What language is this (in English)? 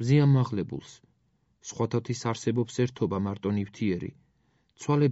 Georgian